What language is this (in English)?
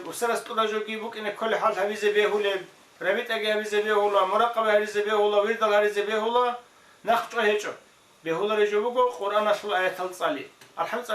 Avaric